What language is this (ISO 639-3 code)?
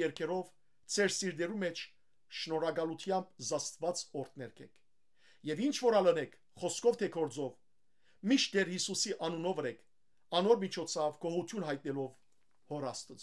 hyw